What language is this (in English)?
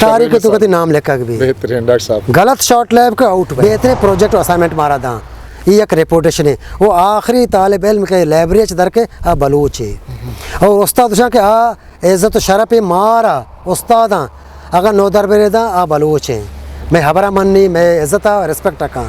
Eastern Balochi